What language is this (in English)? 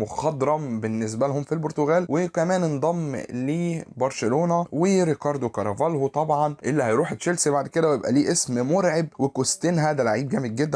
Egyptian Arabic